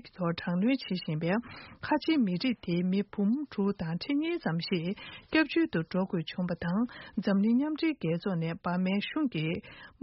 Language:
Tibetan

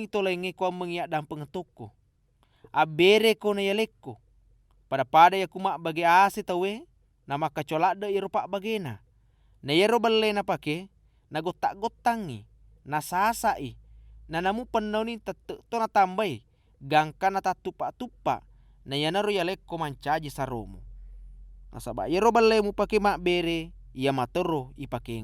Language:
Buginese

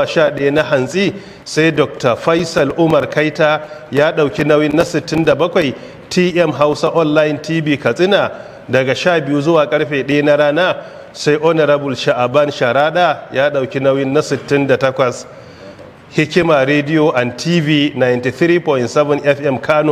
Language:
Hausa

